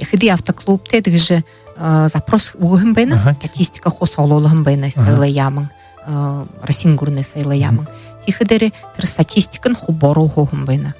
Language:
Buriat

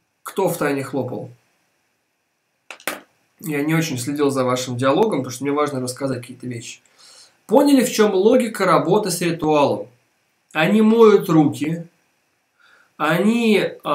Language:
Russian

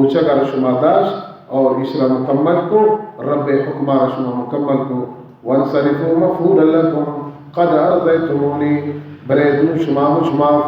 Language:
Baluchi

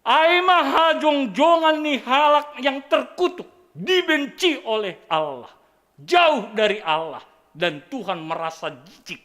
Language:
Batak Simalungun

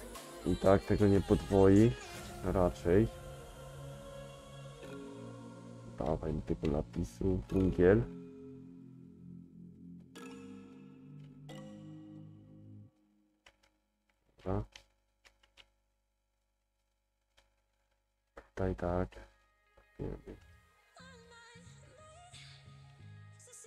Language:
Polish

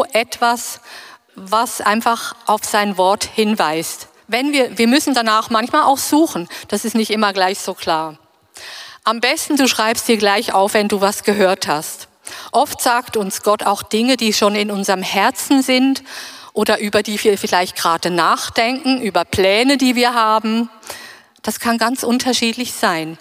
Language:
German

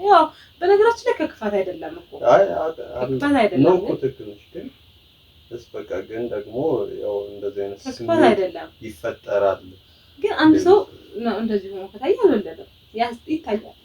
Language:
Amharic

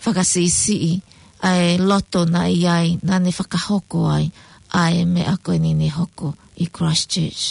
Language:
Tongan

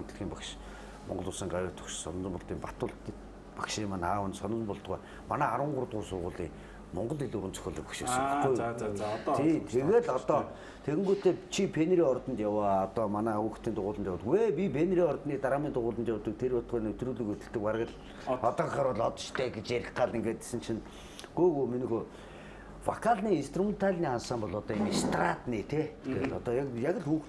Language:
Mongolian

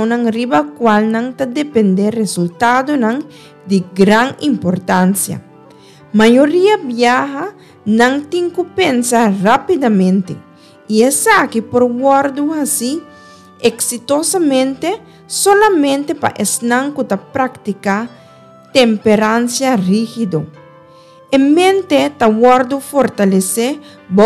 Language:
Papiamento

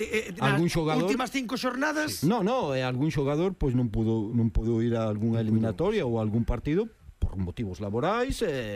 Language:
Galician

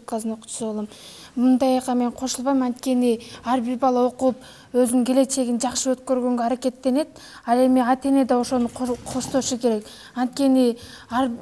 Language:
Kyrgyz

